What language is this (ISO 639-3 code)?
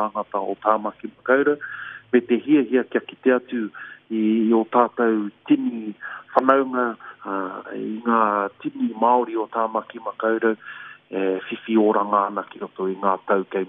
mri